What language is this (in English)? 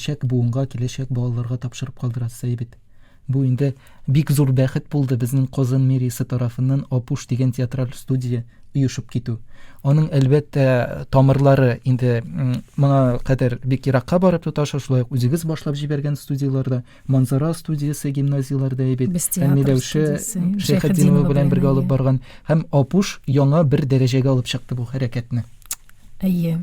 Tatar